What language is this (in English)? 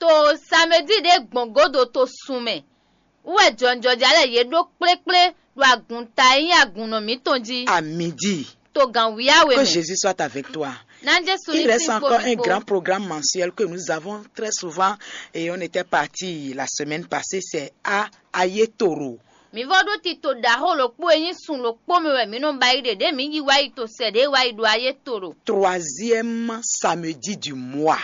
Fon